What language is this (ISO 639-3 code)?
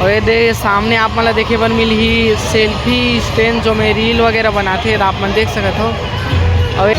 hne